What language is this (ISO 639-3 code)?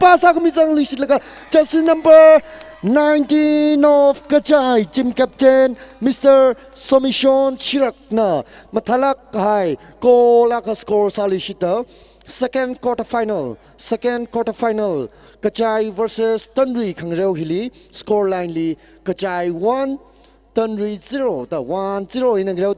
nmf